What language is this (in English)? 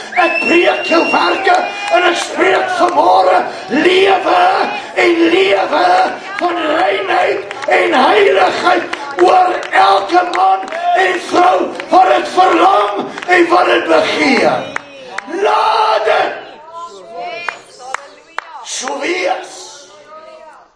Afrikaans